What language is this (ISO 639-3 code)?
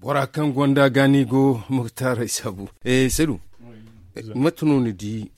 dje